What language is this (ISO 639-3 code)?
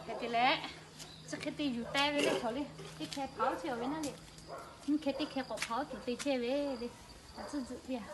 lhu